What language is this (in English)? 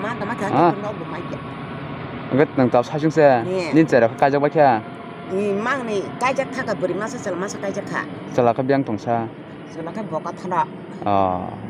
Kok Borok